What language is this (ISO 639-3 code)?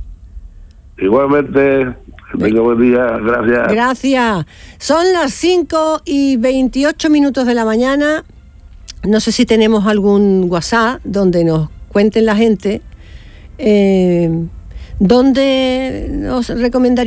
spa